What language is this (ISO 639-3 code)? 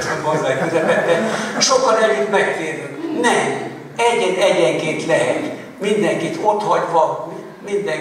hun